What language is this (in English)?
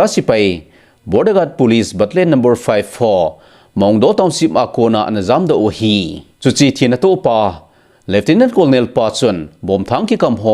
Thado Chin